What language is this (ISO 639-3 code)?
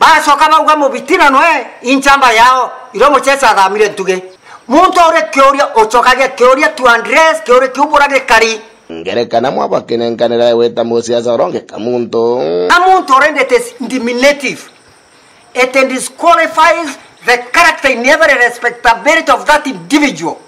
mer